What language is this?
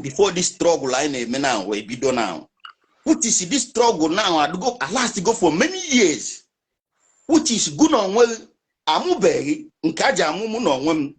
Igbo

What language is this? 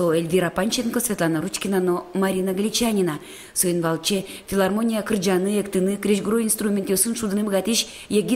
Udmurt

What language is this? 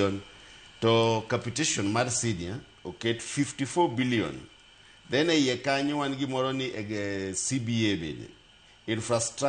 Luo (Kenya and Tanzania)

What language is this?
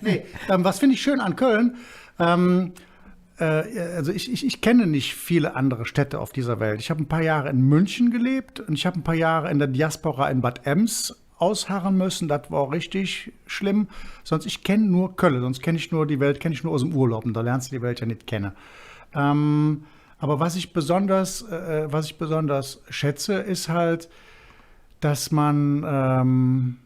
Colognian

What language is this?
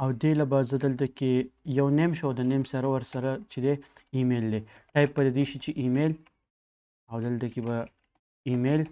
Pashto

